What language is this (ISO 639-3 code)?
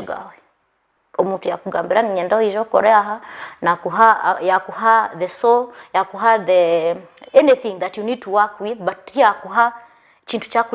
nyn